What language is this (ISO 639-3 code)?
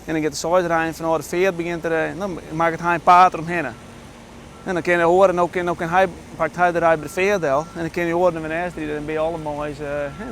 fry